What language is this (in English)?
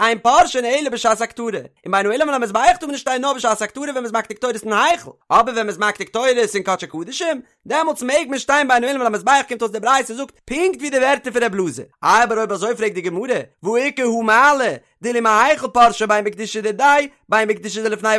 Yiddish